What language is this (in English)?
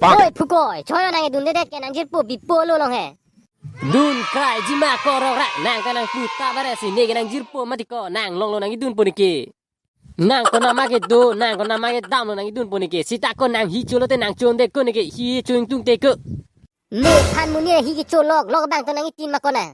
Karbi